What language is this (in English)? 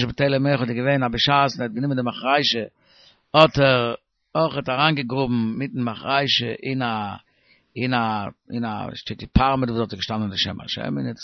Yiddish